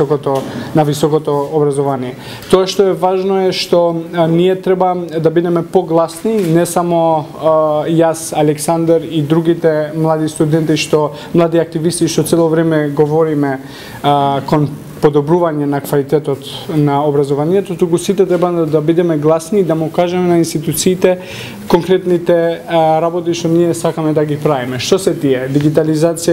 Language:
Macedonian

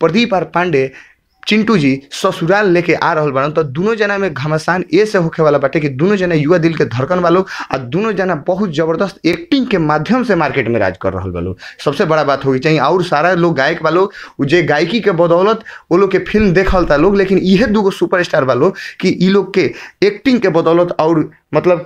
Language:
Bhojpuri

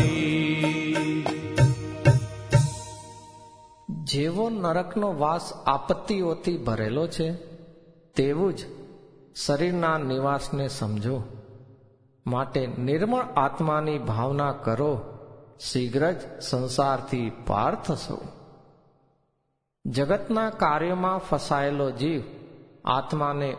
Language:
Gujarati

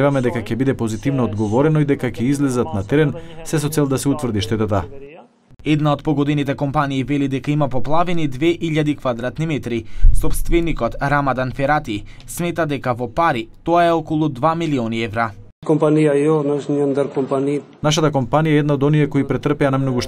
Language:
Macedonian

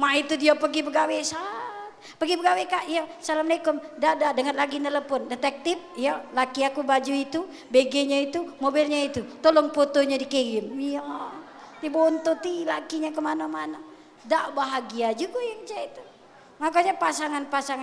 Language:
Musi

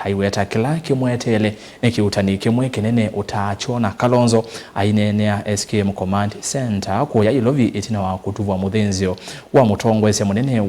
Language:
Kamba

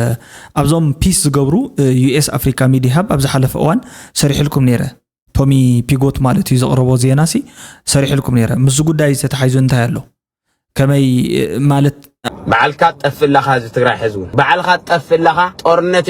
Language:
Tigrinya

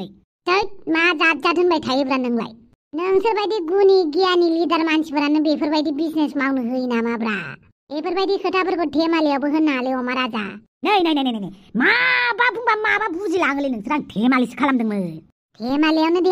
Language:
Bodo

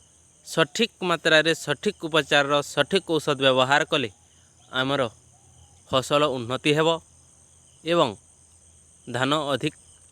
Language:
Odia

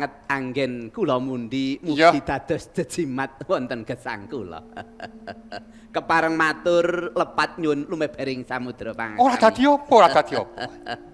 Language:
Javanese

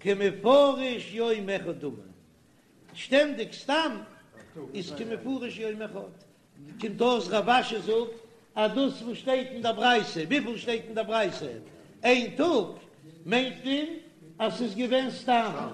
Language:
Yiddish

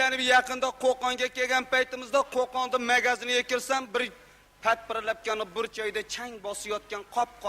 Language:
Uzbek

